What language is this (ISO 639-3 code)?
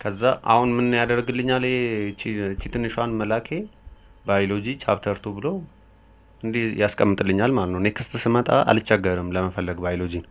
amh